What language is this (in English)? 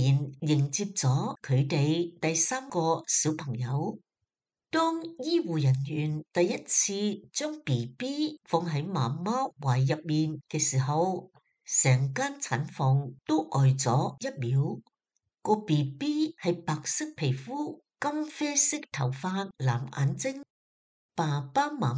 Cantonese